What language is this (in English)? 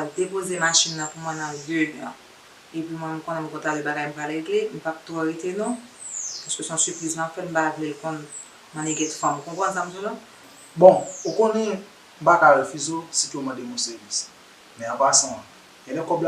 Haitian Creole